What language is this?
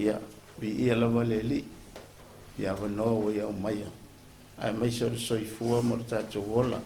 Samoan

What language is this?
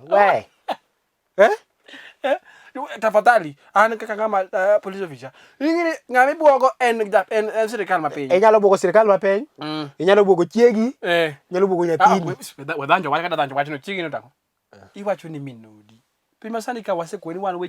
Luo (Kenya and Tanzania)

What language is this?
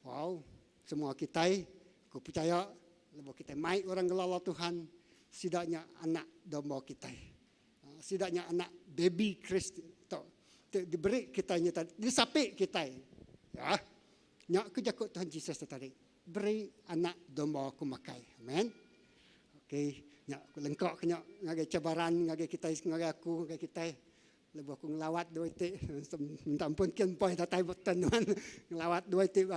Iban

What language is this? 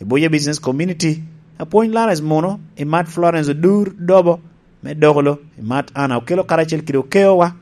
Lango (Uganda)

